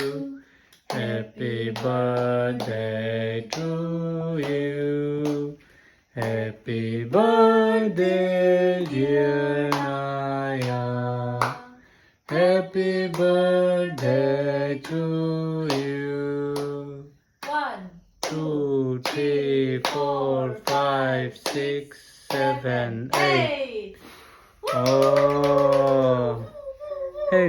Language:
Hmar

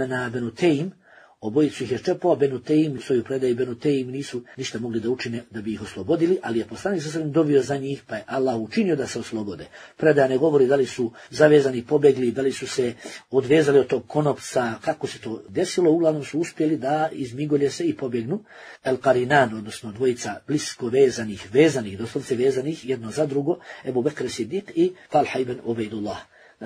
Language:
Bosnian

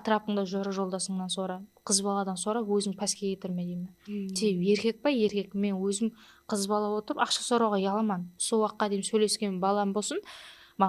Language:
Kara-Kalpak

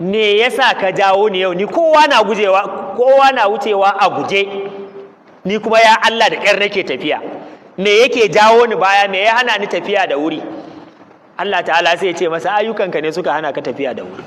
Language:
Hausa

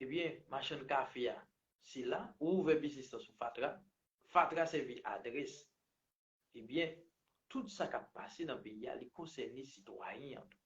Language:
Haitian Creole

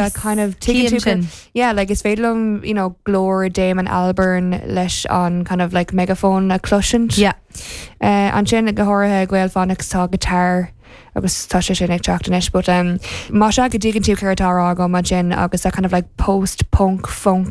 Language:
Irish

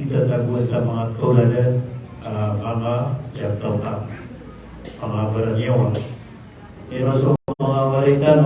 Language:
Maranao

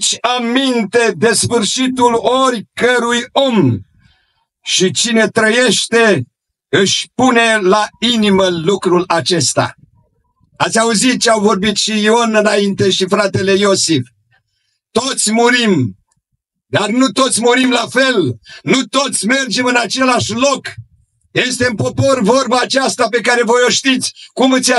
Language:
Romanian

